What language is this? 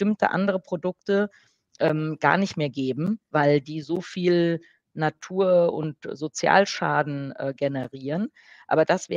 German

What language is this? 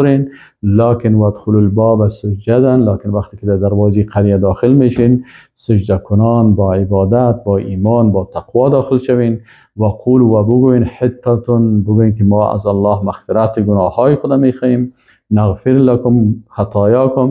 Persian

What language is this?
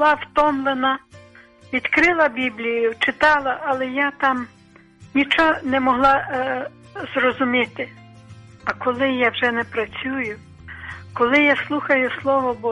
Ukrainian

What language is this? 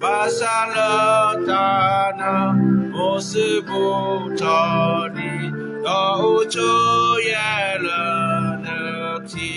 S'gaw Karen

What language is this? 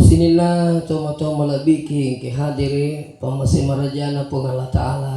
Buginese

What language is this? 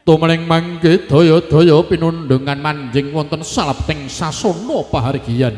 Javanese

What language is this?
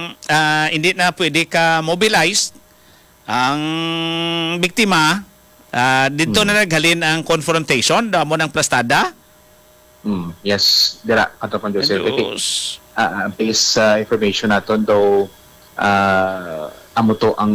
Hiligaynon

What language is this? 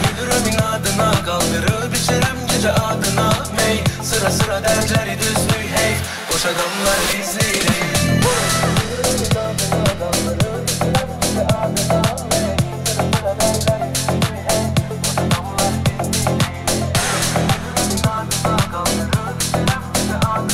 Azerbaijani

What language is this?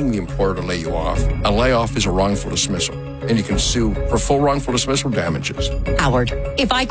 English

